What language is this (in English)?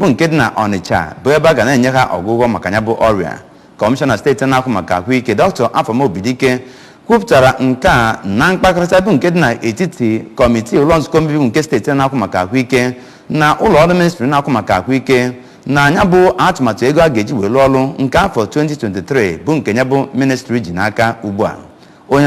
Igbo